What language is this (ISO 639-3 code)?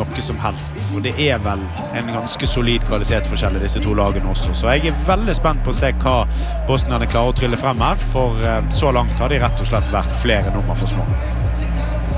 nor